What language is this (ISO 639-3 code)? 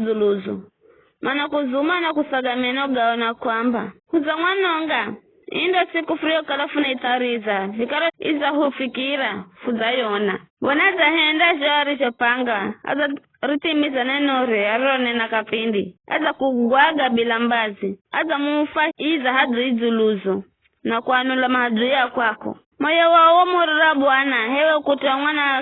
nyf